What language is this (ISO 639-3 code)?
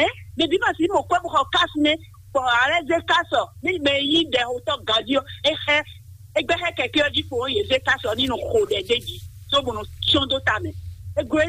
fon